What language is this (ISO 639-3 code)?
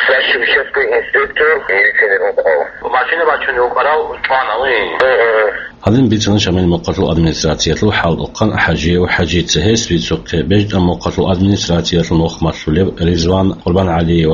ava